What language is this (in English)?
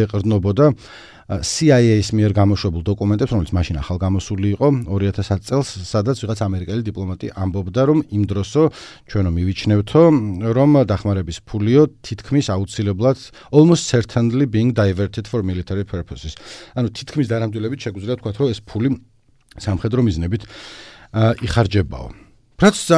Georgian